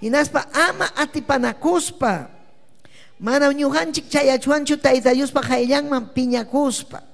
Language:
Ayacucho Quechua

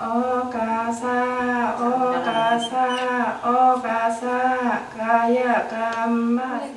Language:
Shan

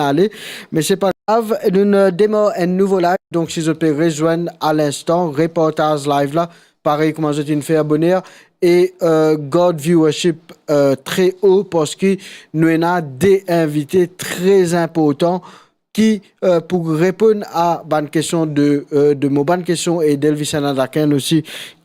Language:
Morisyen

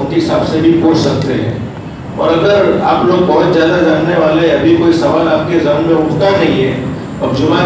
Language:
Urdu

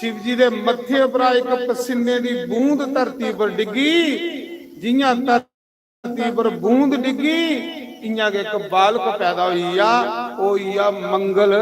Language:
Dogri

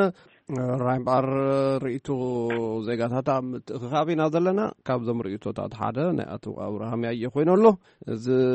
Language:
Tigrinya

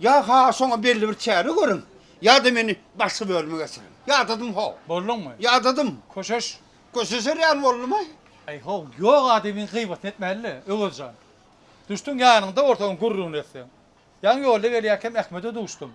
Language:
Turkmen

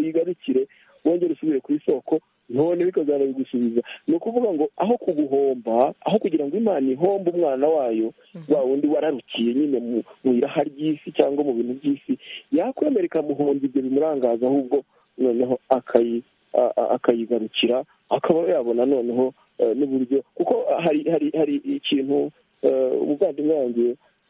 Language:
Kinyarwanda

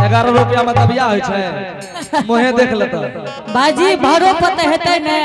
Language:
Angika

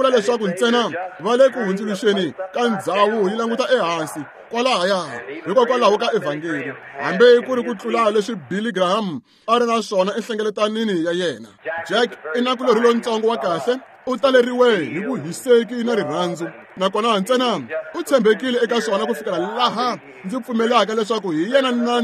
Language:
Tsonga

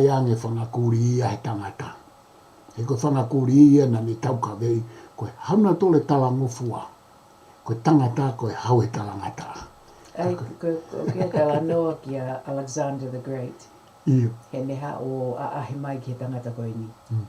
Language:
Tongan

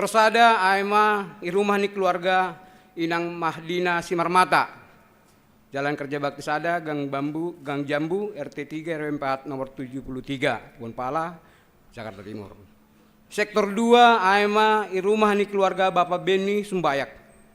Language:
Batak Simalungun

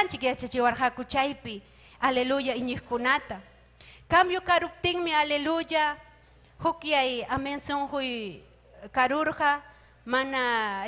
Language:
Ayacucho Quechua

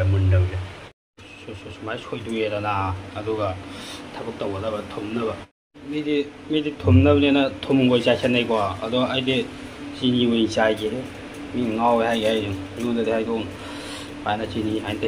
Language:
Manipuri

